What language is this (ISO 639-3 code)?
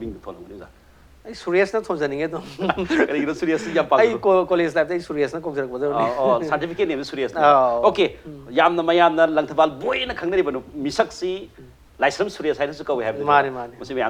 mni